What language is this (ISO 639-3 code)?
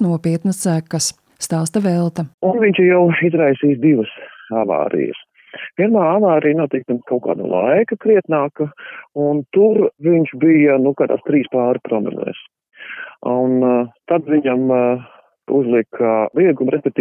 lav